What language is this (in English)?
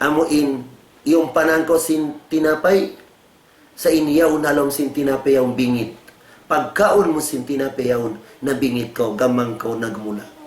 Tausug